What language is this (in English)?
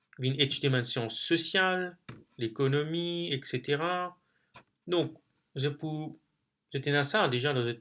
Morisyen